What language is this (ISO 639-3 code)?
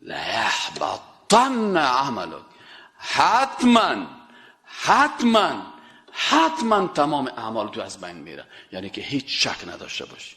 fas